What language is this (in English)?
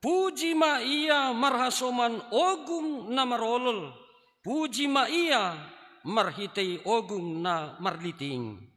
Batak Simalungun